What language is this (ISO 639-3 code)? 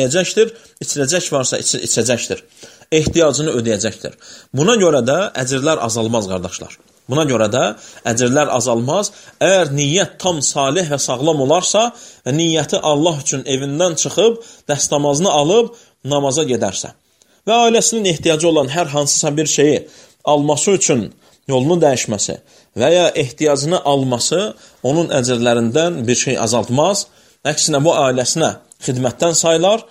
aze